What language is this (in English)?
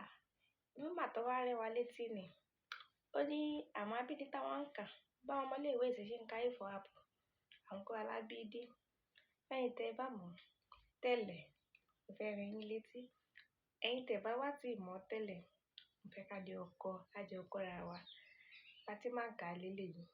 Yoruba